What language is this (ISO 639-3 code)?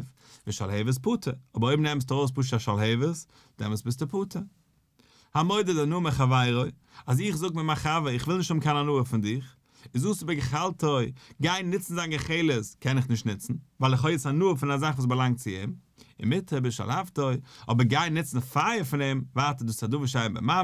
yid